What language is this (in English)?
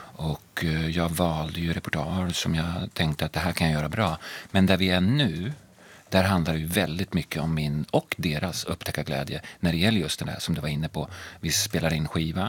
Swedish